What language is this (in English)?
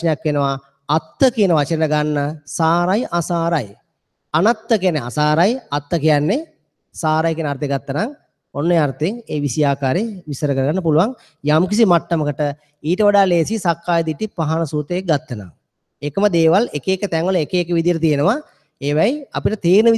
Sinhala